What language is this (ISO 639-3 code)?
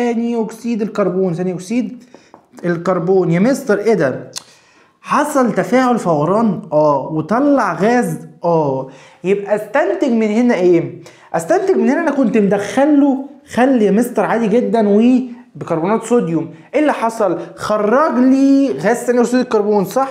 arz